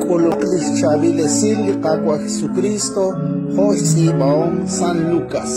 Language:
Kekchí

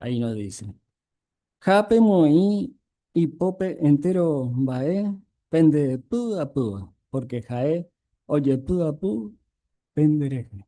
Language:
Guarani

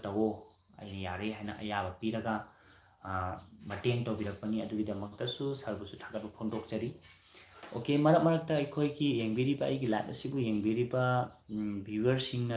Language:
Manipuri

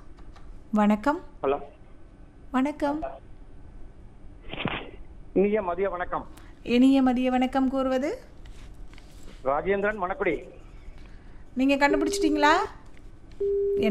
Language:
Tamil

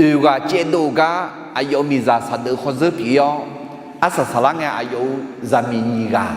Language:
Akha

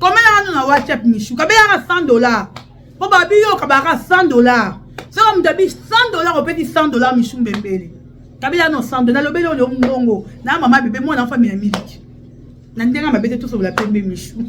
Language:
Lingala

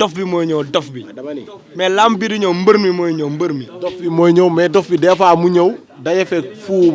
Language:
Wolof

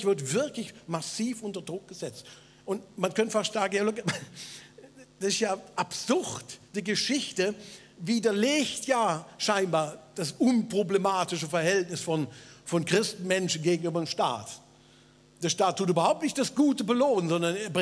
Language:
Swiss German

